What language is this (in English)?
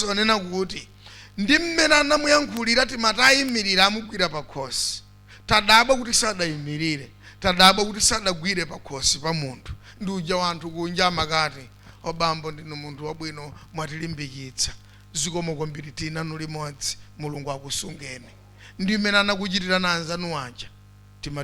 Nyanja